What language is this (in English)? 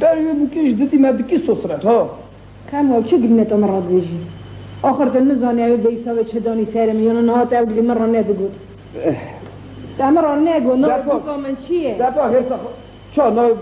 Kurdish